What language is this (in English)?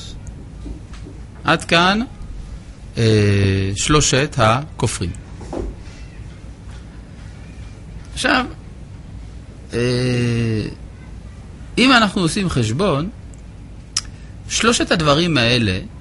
Hebrew